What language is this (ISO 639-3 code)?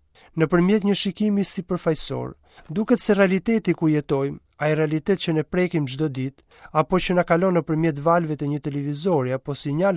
sqi